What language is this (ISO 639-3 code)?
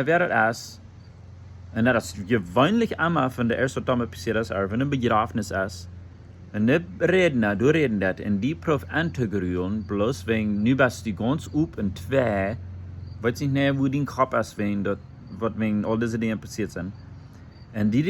pdt